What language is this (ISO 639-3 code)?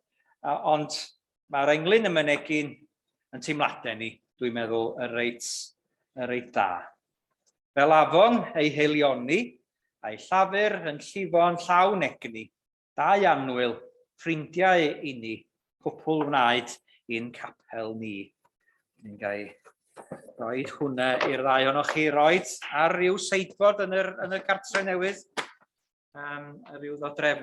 cym